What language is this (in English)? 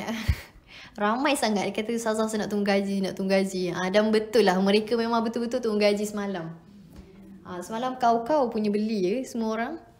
Malay